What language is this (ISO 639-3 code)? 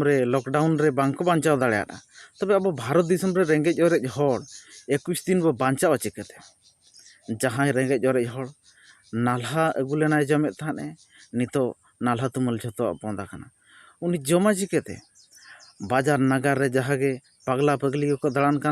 sat